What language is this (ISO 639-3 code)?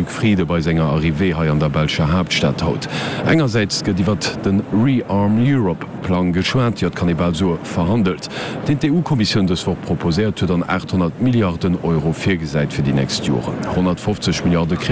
ltz